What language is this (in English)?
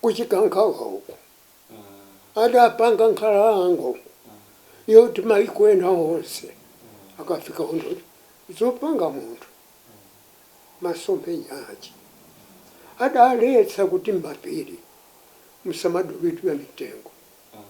Nyanja